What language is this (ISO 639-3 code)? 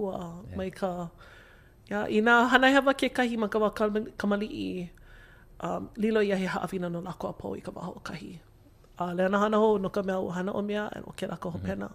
haw